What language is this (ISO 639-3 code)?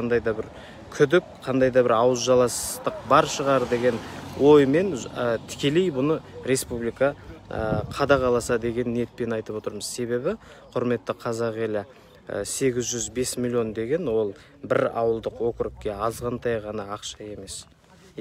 kaz